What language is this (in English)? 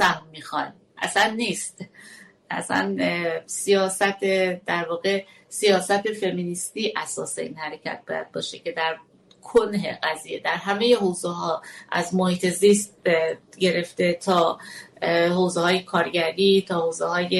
Persian